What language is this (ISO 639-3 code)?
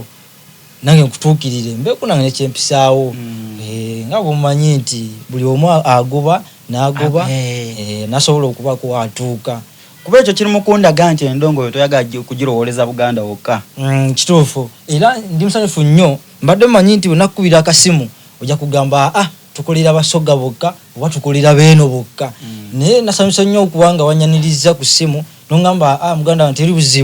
xog